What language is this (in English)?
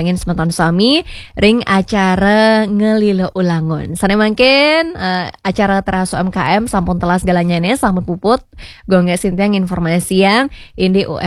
Balinese